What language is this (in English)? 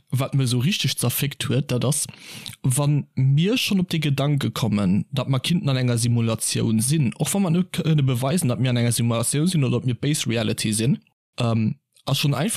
Luxembourgish